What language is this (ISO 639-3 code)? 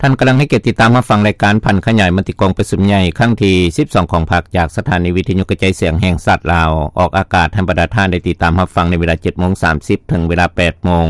lao